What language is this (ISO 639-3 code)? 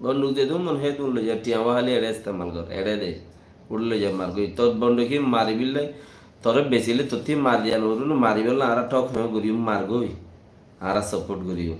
rhg